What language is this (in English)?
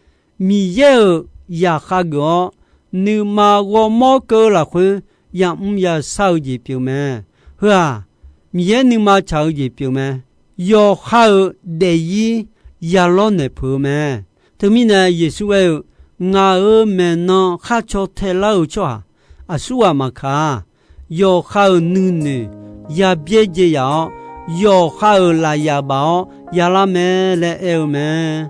Akha